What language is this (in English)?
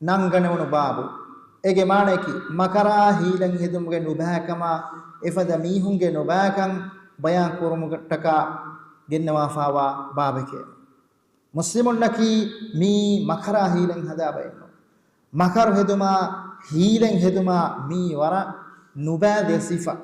Divehi